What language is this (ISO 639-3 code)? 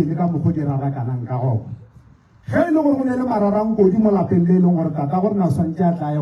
nso